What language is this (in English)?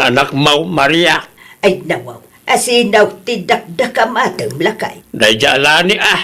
Iloko